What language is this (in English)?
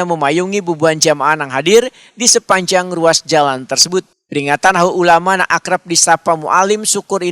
Banjar